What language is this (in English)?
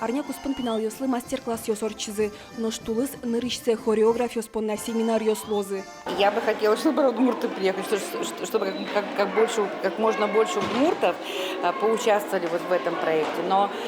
Udmurt